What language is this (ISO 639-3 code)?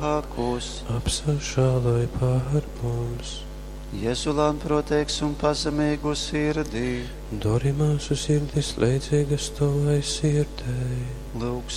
ltg